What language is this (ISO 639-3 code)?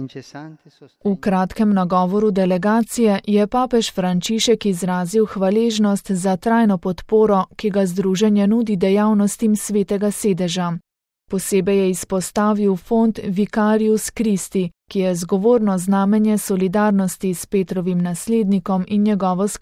slv